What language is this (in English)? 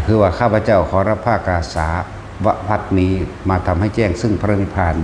Northeastern Thai